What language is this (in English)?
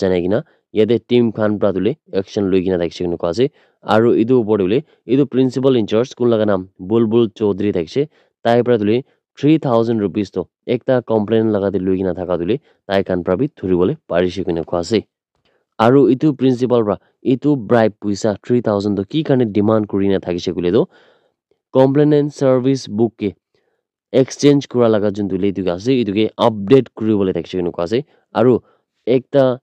Naga Pidgin